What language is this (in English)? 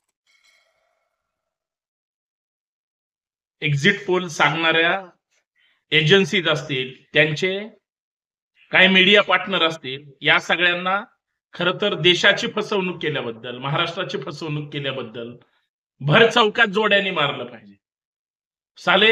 Marathi